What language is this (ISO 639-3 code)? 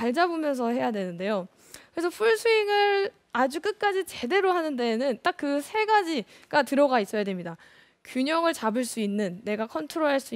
kor